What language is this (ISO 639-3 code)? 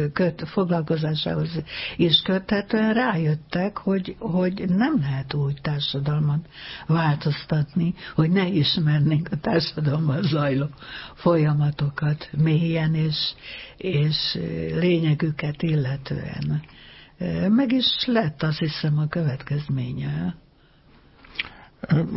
hun